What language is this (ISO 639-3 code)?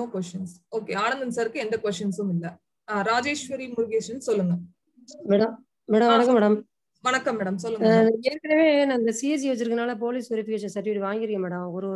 tam